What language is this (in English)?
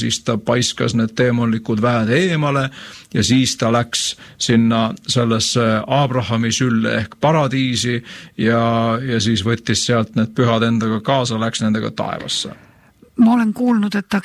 Estonian